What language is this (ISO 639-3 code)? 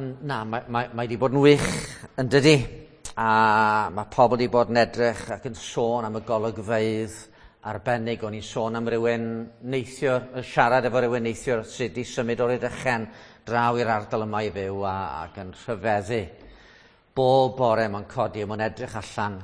cym